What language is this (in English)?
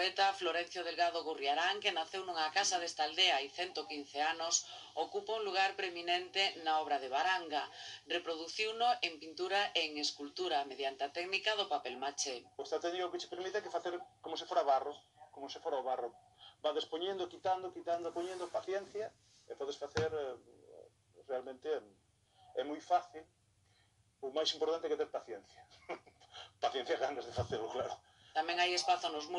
Galician